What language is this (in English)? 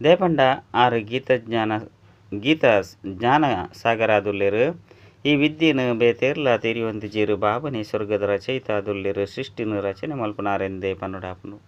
Tulu